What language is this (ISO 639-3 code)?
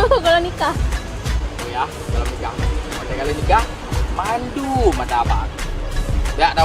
ace